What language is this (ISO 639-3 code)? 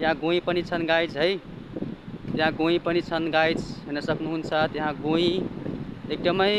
nep